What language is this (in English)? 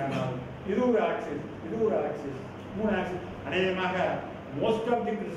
Tamil